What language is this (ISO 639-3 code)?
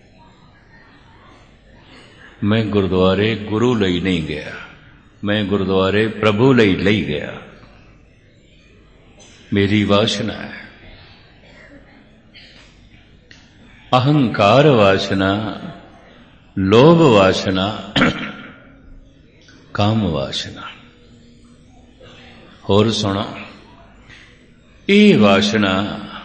pan